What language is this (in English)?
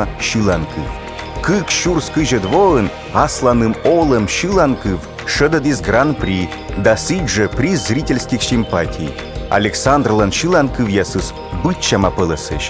Komi